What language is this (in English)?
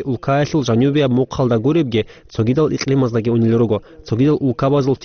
Avaric